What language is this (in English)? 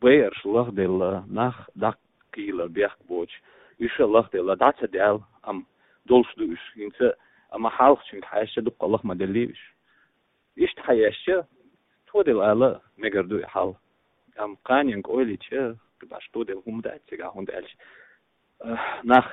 Chechen